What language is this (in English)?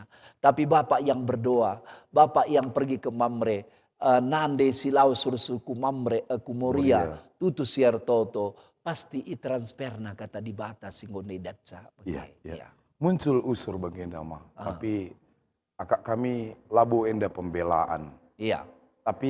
Batak Karo